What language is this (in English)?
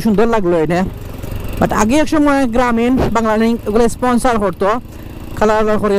Sylheti